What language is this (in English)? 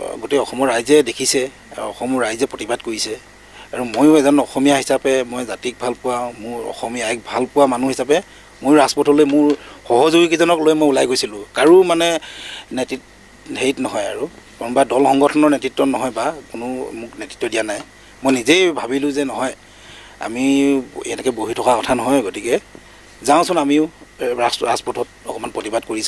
Assamese